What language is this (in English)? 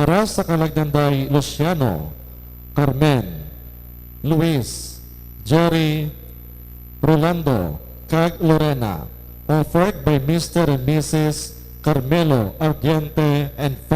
Hiligaynon